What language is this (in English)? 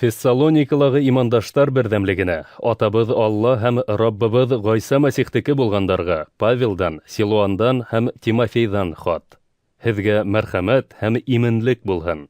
Bashkir